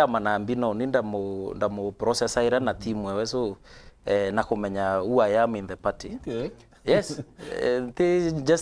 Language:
Meru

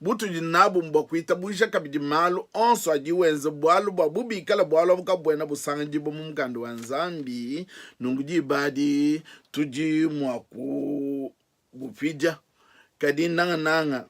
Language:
Luba-Lulua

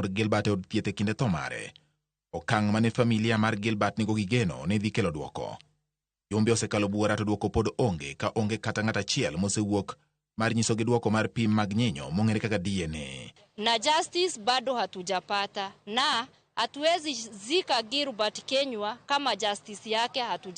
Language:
Luo (Kenya and Tanzania)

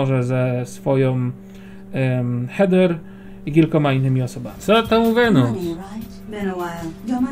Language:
Polish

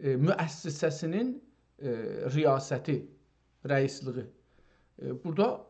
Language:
South Azerbaijani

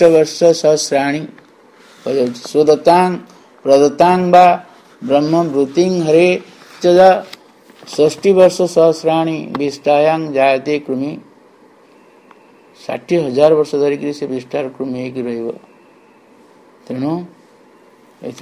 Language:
Odia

